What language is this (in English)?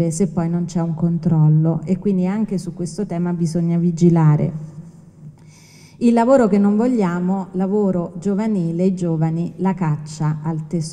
Italian